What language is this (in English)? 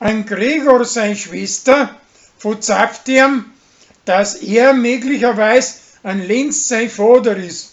Bavarian